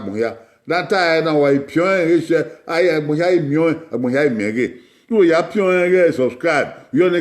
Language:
Bini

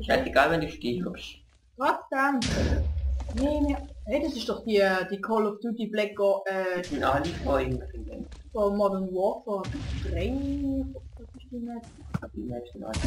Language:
Swiss German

